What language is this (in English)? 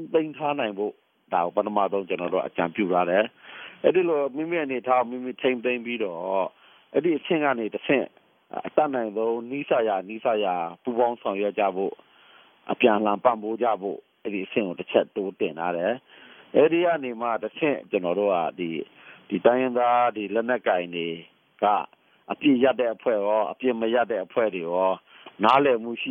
Burmese